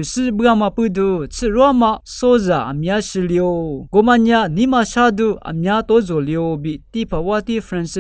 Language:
Lisu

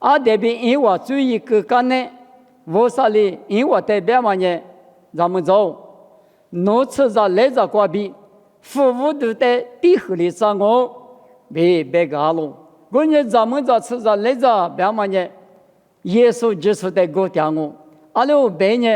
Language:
Lisu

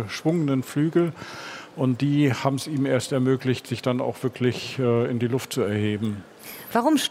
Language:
German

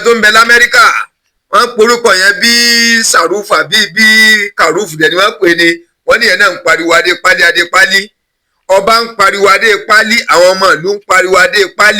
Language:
Yoruba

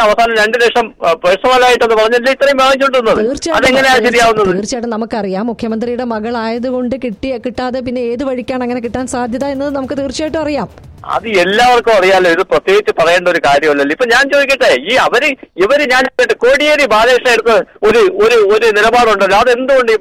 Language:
Malayalam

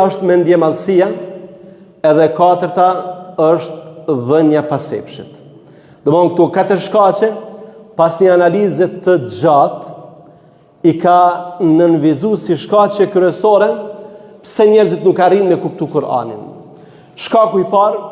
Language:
Albanian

